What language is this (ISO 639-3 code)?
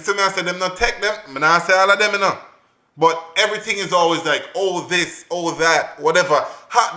jam